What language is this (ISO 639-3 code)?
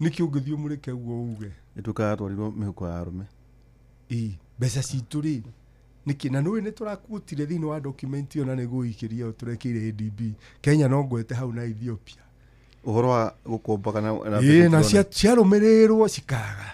kik